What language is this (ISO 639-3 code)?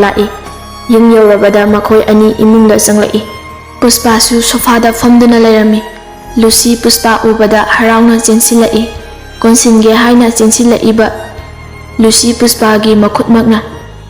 mni